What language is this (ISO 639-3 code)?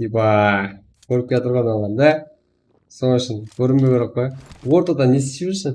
kaa